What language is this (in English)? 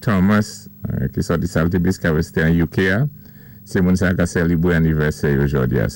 Saint Lucian Creole French